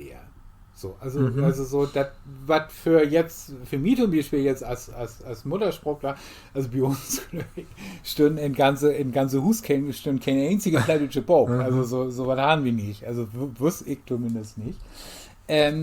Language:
Low German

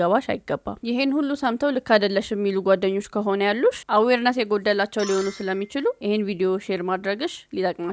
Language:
Amharic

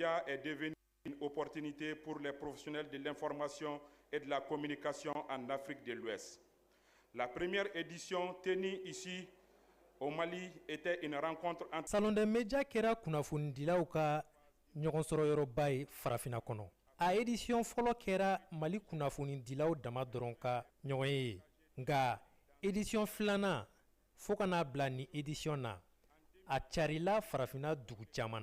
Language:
Bambara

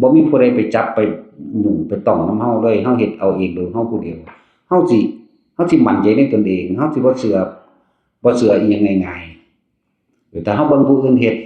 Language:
Northeastern Thai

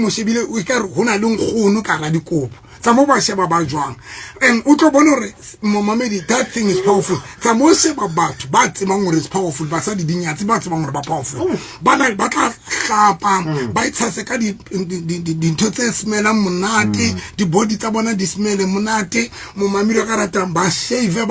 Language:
Southern Sotho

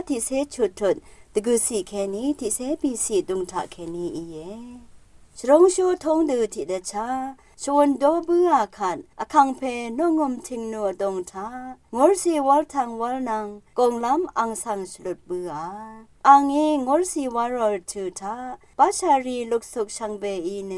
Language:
Rawang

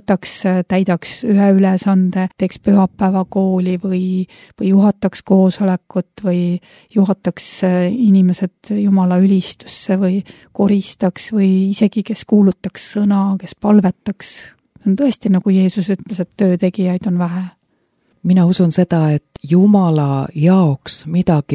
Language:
Estonian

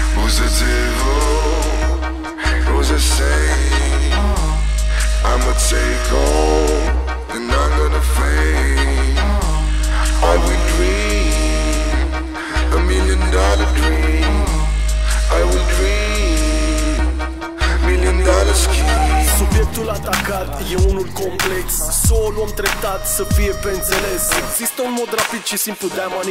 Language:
Romanian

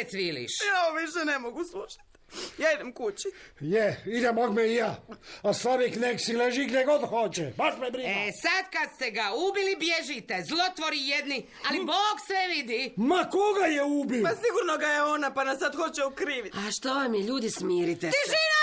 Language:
Serbian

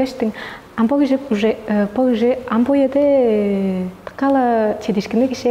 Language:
Tuvinian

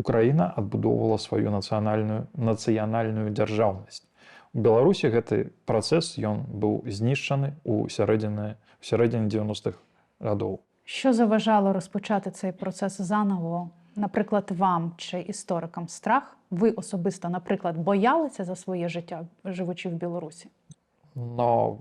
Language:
Belarusian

